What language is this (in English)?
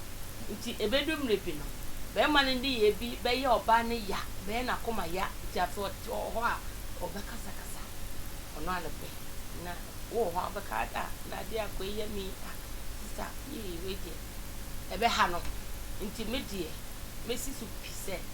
Akan